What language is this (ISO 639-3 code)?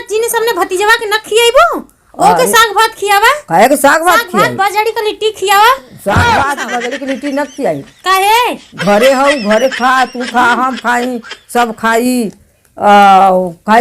awa